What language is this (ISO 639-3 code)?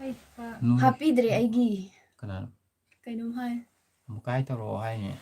mni